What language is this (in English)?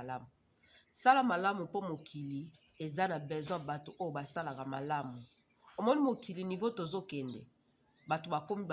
Lingala